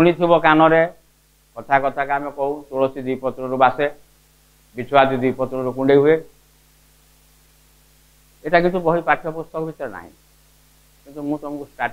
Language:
Odia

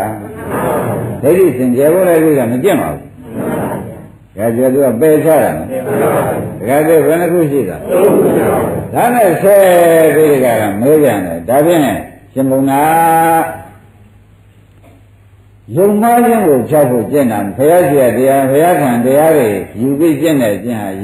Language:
Burmese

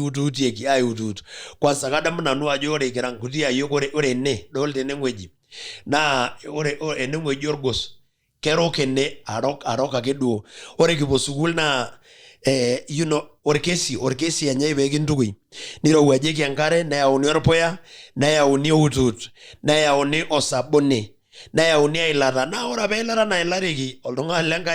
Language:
Masai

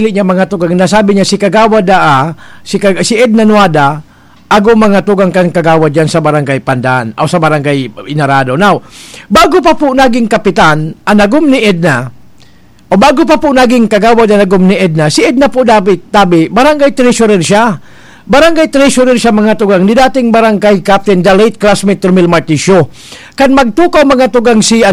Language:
Bikol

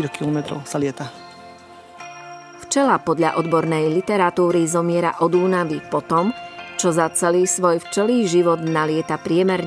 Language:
Slovak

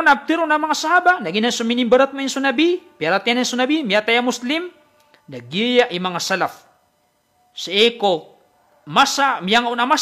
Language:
Maranao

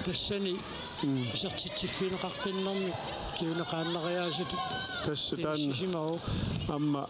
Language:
Kalaallisut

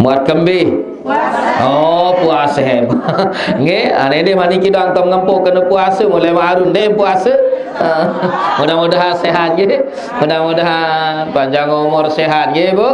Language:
Sasak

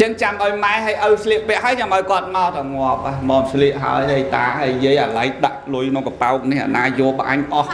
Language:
Khmer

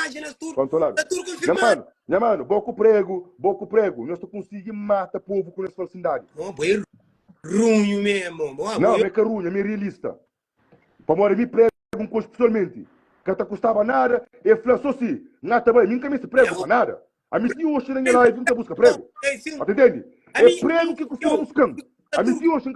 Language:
Kabuverdianu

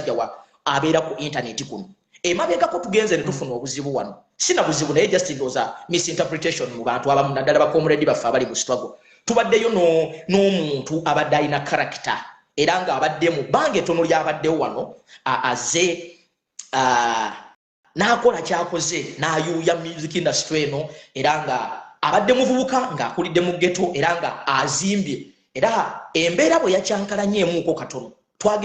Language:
Ganda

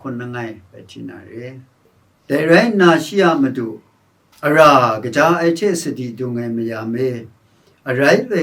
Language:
Kachin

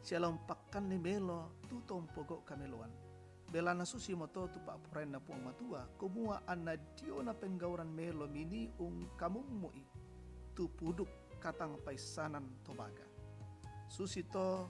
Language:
Toraja-Sa'dan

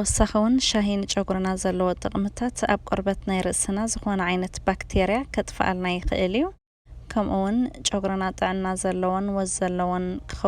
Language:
Tigrinya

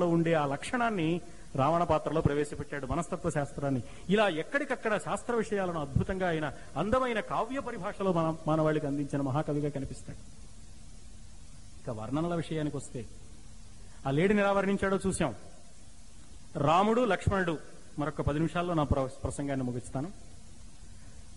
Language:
Telugu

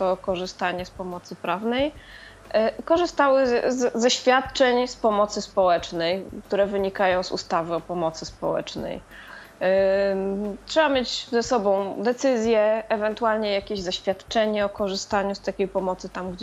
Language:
Polish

